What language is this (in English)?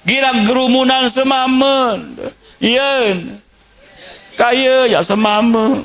Sasak